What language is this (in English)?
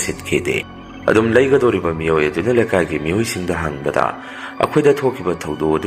Manipuri